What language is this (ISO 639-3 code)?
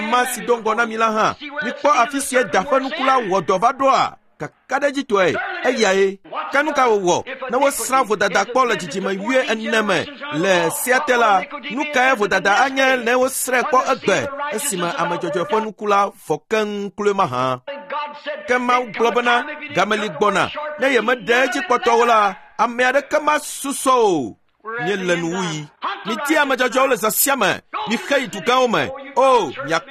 ewe